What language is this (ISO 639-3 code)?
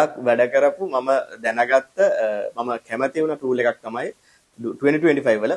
sin